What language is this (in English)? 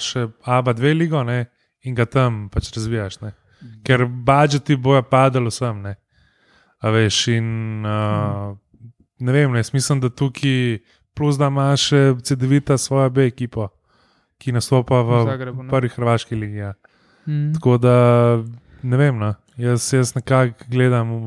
Slovenian